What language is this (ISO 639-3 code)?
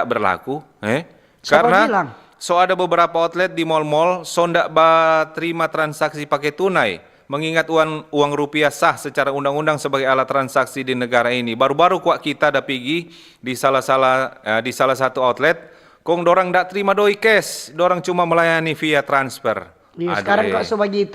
xmm